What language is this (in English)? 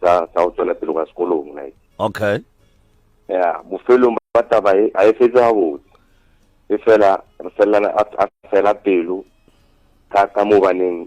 Northern Sotho